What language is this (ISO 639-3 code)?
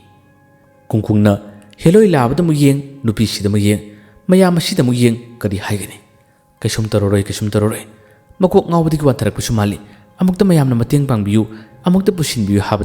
mni